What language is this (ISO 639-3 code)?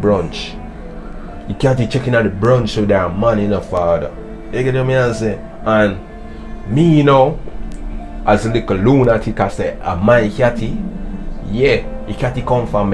jam